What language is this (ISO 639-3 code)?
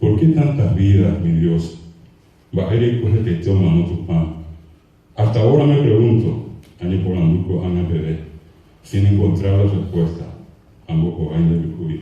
grn